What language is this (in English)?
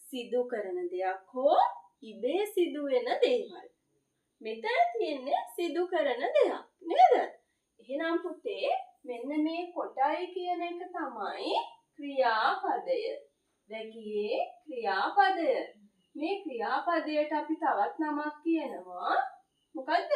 Sinhala